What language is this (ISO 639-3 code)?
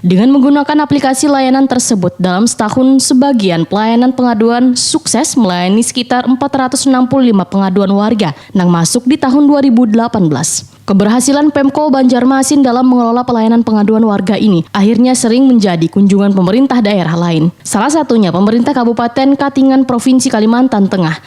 bjn